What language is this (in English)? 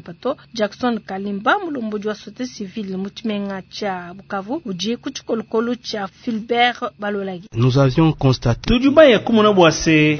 Luba-Lulua